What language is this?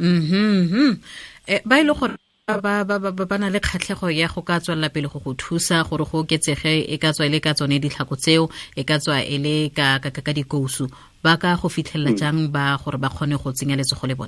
Tswana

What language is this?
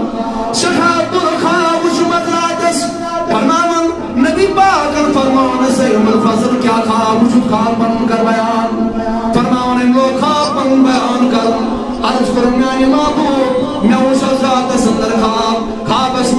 Kashmiri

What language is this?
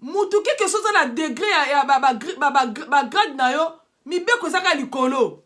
Lingala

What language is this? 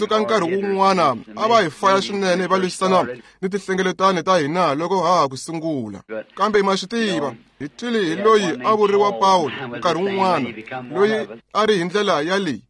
Tsonga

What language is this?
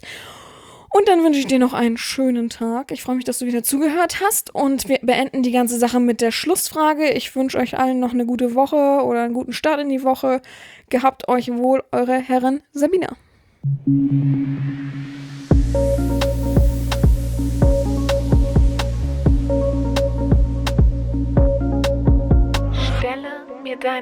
German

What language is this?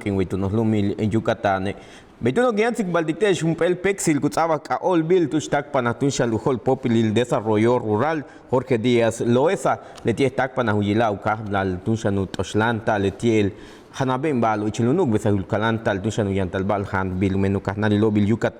Yucateco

